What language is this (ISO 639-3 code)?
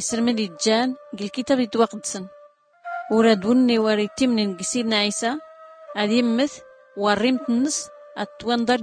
shi